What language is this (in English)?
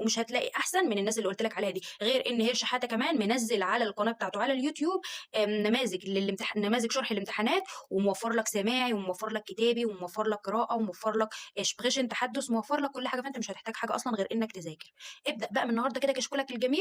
Egyptian Arabic